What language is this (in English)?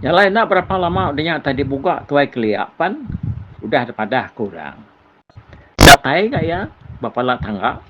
Iban